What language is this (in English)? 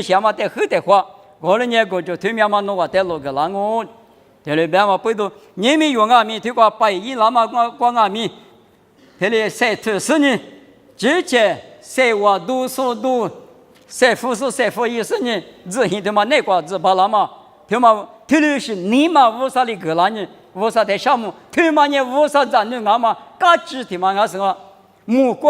Lisu